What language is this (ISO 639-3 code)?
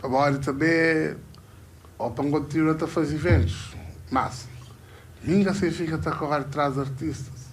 kea